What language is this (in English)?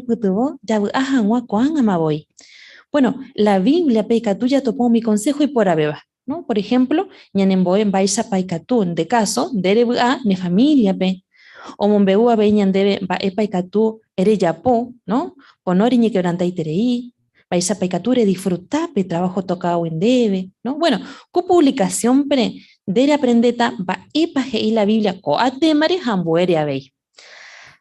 Guarani